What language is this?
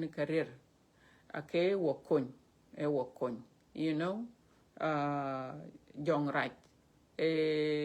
Dinka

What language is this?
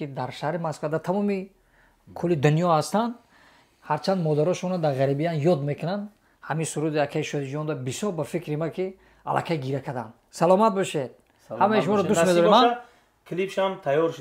Tajik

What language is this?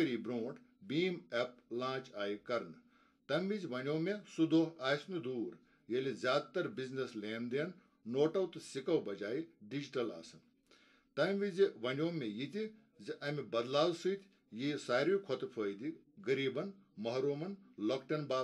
Kashmiri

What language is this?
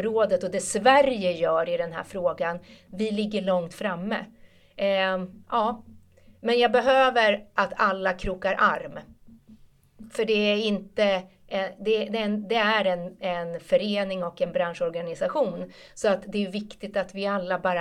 Swedish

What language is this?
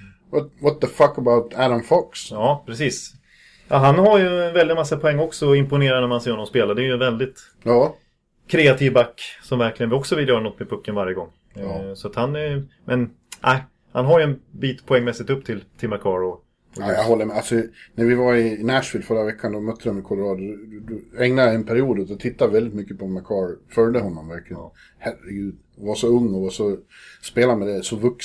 Swedish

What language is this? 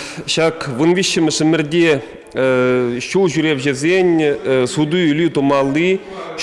Chuvash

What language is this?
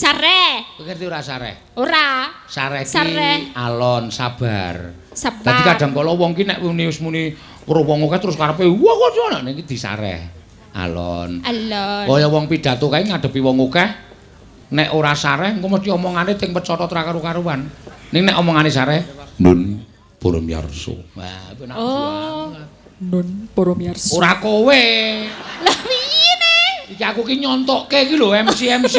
Javanese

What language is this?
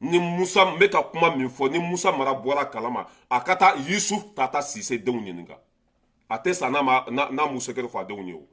Bambara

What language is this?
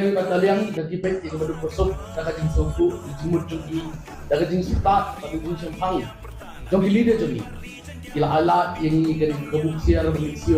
Khasi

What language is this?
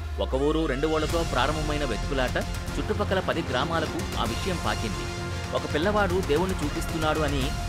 Telugu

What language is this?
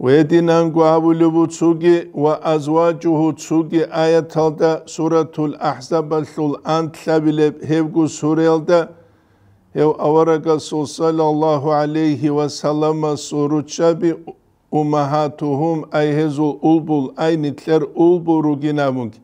Avaric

